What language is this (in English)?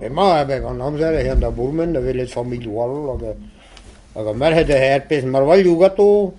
Breton